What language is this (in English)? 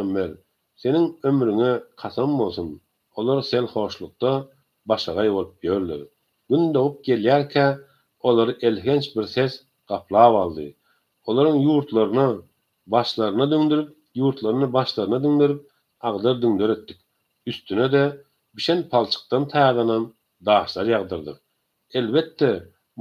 Turkmen